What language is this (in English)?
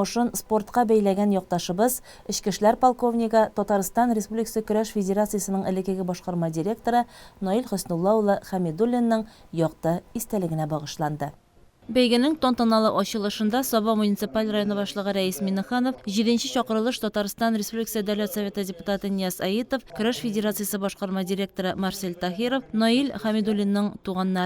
Tatar